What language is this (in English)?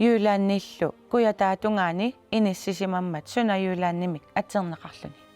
Kalaallisut